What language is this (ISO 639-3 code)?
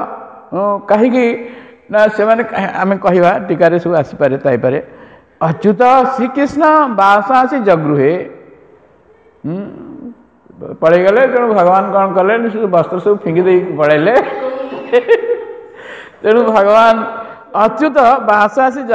ori